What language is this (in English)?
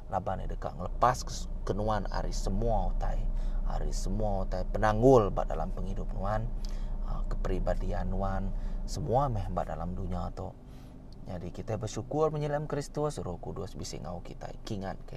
Iban